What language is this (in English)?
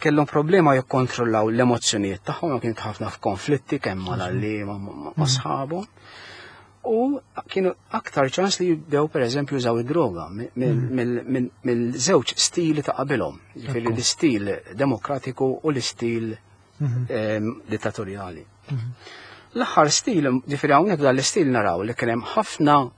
Maltese